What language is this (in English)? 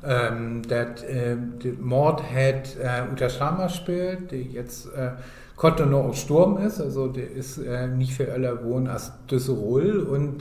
Low German